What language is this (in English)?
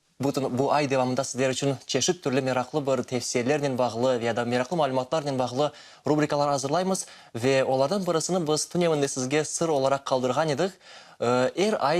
Crimean Tatar